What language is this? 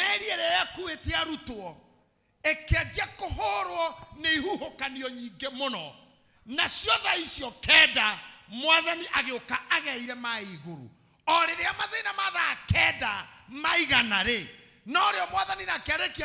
Kikuyu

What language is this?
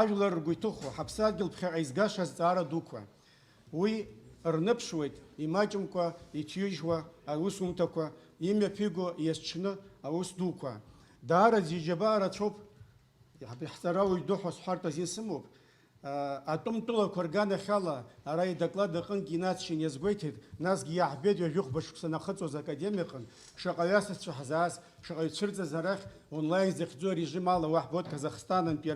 Abkhazian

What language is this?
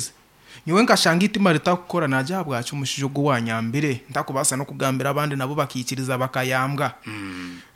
Nyankole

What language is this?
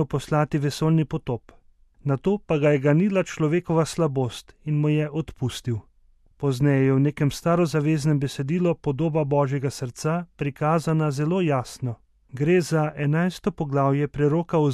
Slovenian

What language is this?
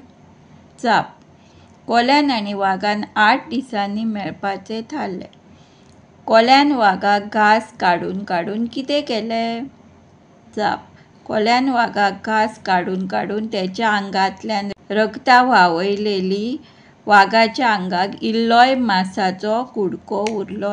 Konkani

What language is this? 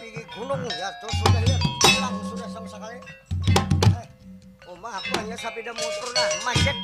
Banjar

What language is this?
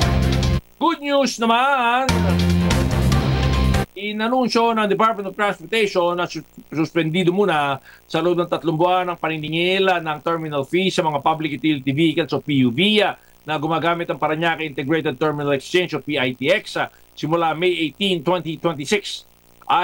Filipino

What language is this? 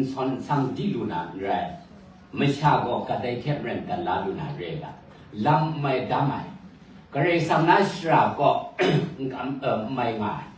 Kachin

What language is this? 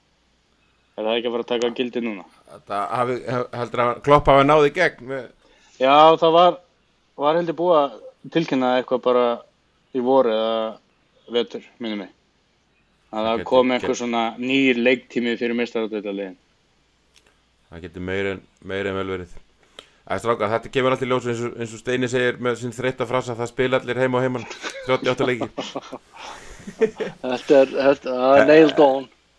Icelandic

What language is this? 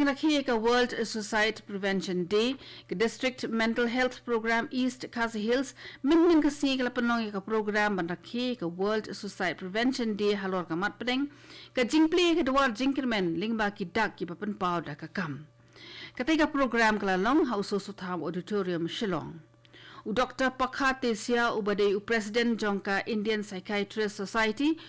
Khasi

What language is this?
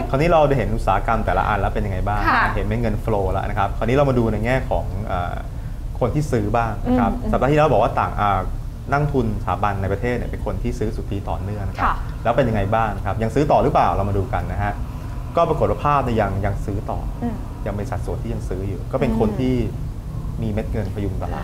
Thai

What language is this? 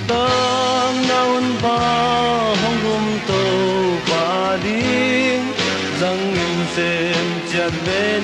Tedim Chin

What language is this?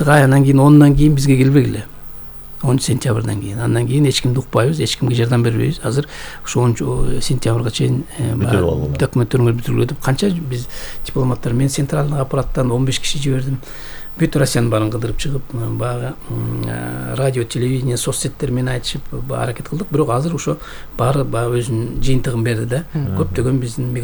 Kyrgyz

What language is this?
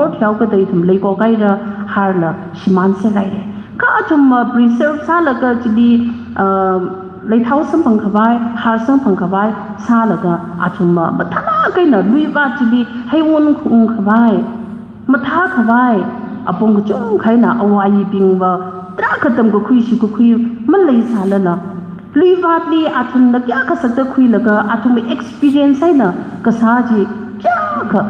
Tangkhul Naga (India)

